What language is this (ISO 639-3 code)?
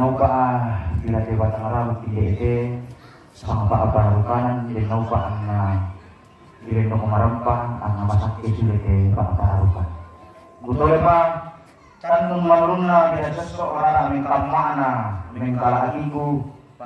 sda